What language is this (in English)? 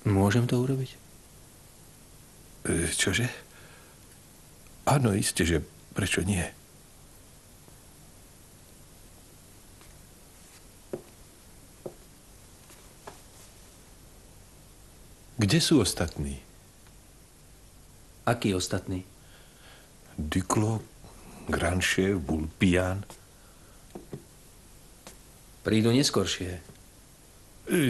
Slovak